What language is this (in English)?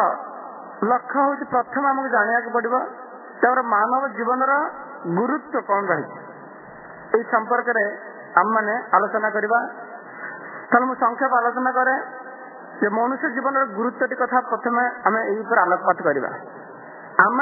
Odia